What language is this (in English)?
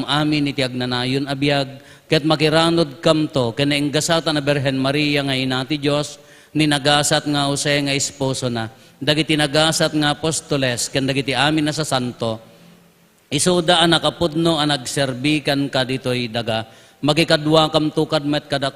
Iloko